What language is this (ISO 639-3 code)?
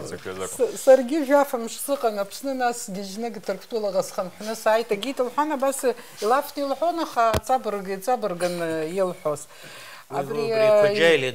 abk